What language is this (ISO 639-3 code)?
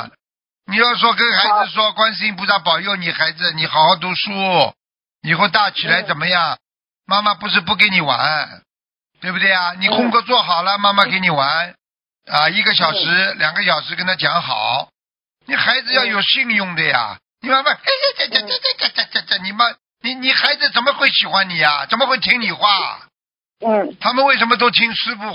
zho